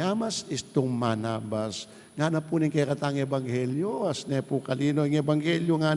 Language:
Pampanga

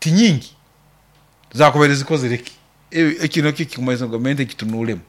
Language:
Nyoro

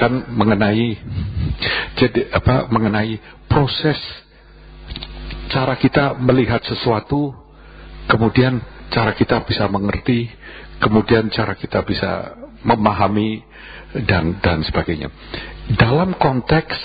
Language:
Indonesian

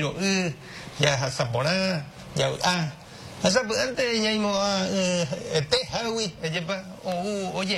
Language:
Guarani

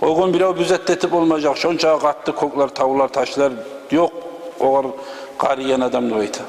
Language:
Kumyk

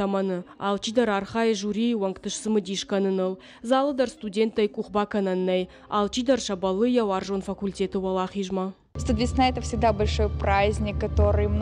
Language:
Ossetic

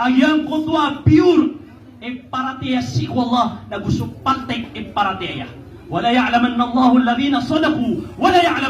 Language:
Maranao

